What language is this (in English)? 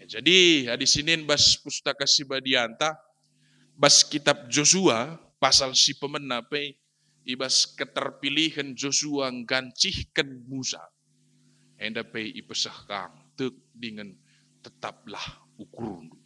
Batak Karo